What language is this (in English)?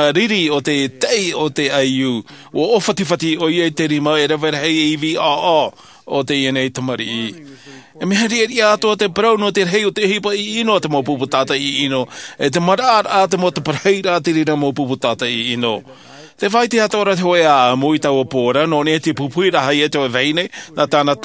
Tahitian